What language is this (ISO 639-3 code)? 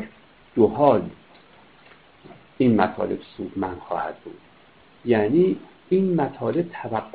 fas